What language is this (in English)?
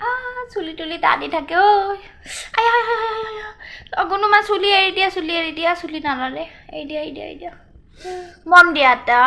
Assamese